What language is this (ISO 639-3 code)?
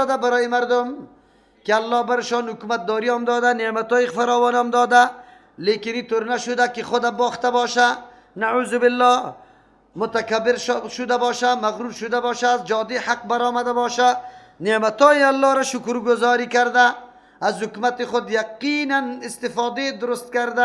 fas